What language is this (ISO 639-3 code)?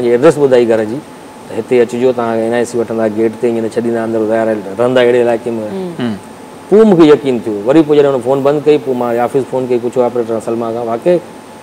snd